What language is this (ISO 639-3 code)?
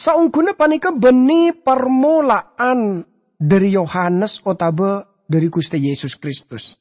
mad